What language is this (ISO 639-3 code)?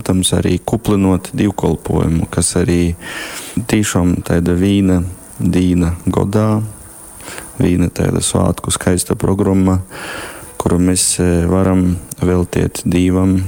ltg